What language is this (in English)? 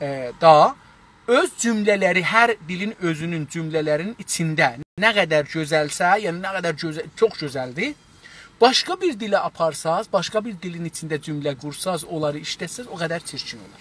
South Azerbaijani